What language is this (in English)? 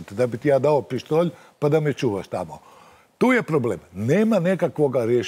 Croatian